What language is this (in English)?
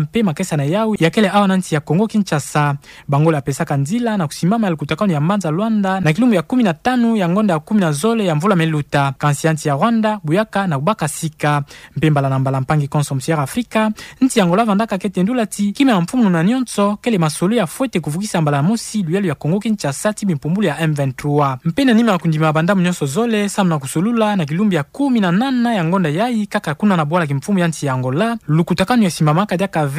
Kituba (Democratic Republic of Congo)